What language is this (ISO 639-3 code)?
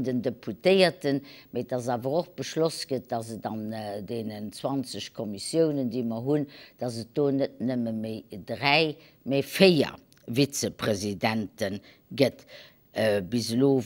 ltz